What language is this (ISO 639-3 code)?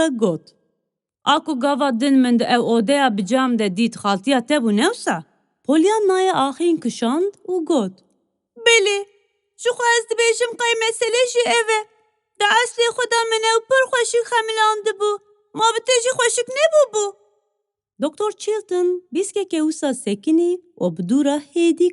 kur